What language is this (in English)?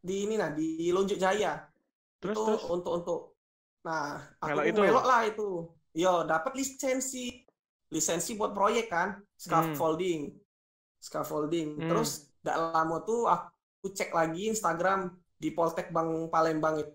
Musi